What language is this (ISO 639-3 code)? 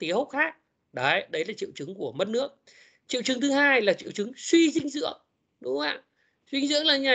vie